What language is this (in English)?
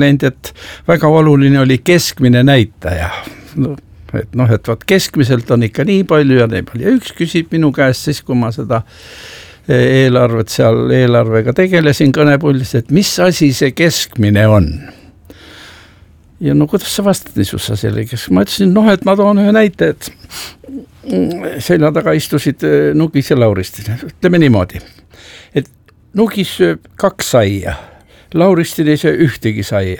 Estonian